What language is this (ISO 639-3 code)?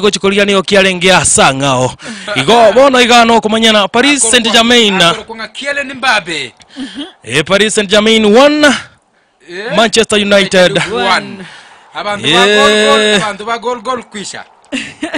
guz